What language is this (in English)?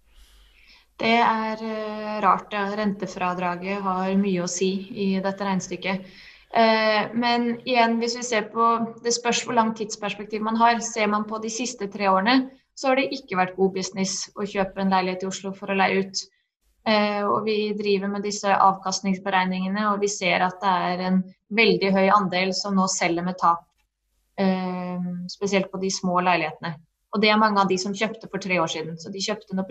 Norwegian